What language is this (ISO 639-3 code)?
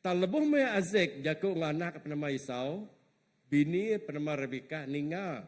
iba